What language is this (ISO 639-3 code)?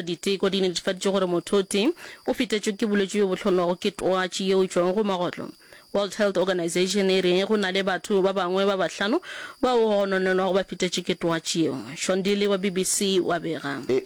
nso